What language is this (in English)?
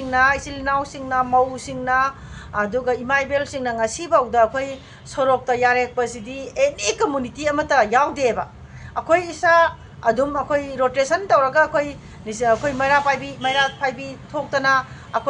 Manipuri